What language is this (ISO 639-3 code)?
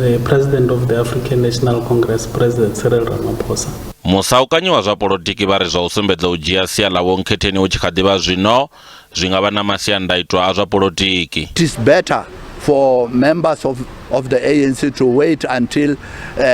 ven